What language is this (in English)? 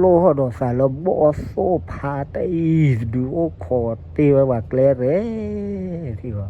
S'gaw Karen